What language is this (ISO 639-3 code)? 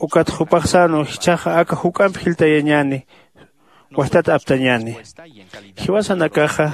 aym